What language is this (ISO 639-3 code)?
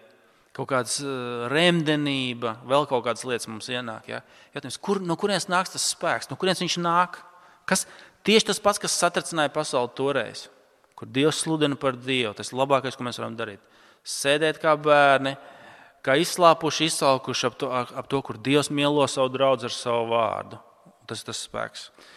lav